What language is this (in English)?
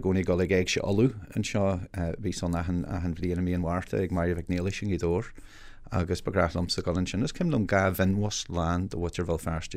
Irish